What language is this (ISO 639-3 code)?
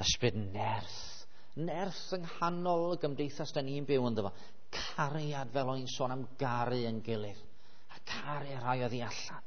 cym